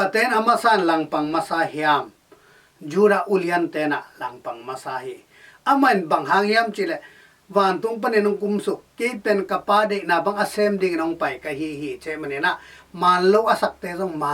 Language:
Tedim Chin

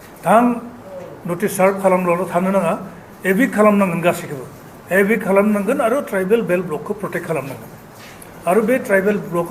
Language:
Bodo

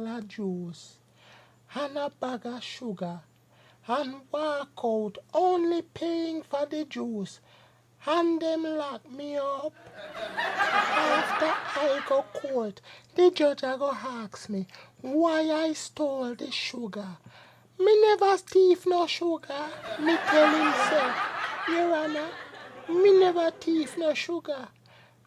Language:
Jamaican Creole English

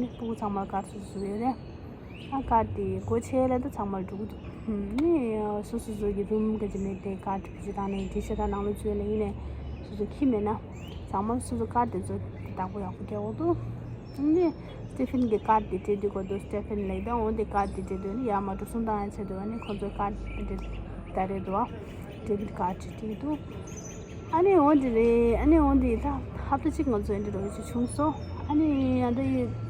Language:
Tibetan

